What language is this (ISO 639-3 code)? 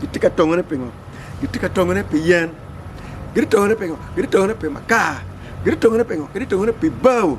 ach